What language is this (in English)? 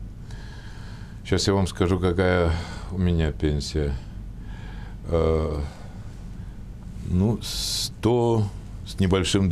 Russian